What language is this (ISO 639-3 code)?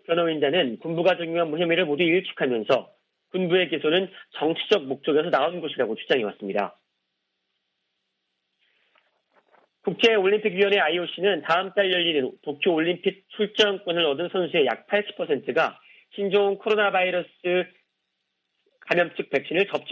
kor